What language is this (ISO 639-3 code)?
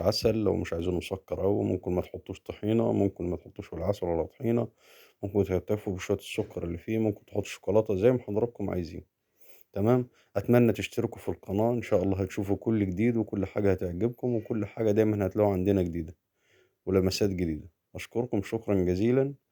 arz